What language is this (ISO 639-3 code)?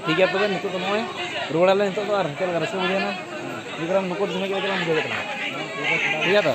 sat